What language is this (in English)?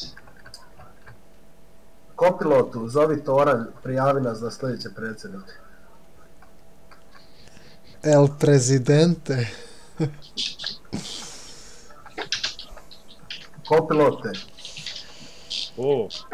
Bosnian